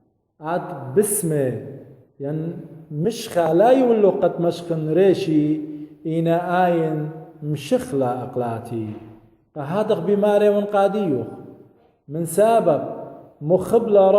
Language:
Assyrian Neo-Aramaic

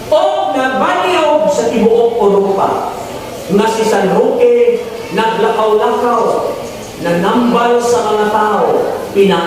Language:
Cebuano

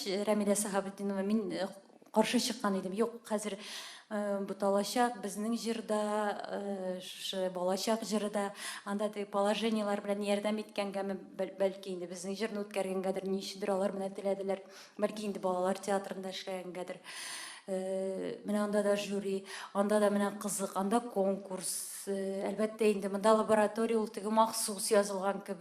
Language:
Tatar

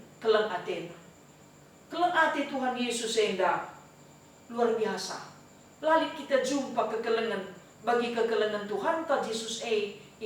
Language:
Batak Karo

